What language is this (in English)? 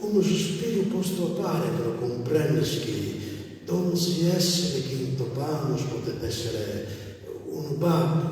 Sardinian